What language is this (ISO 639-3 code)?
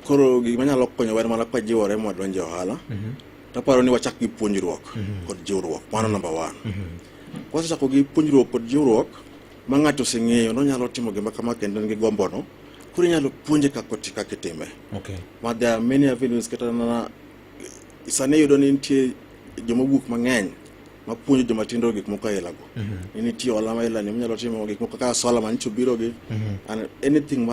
luo